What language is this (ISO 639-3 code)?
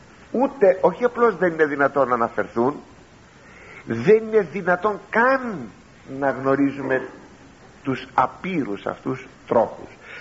ell